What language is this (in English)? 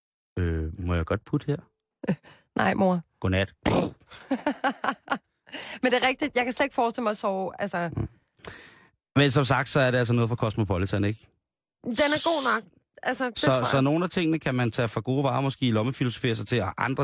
Danish